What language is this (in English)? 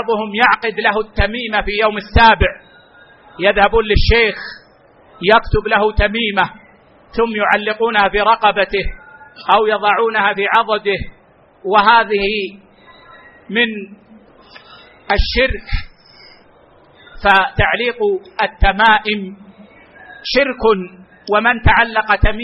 Arabic